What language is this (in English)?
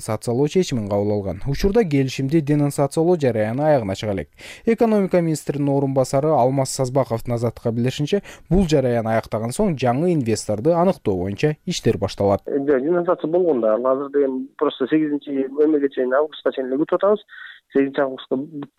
Kyrgyz